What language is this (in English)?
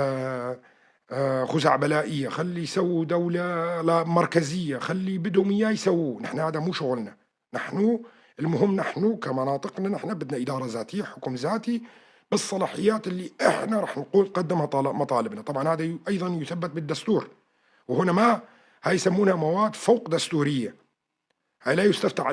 North Levantine Arabic